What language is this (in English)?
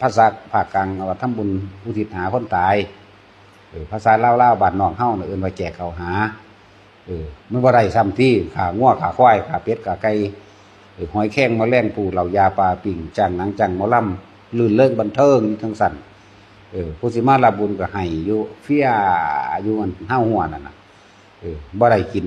Northeastern Thai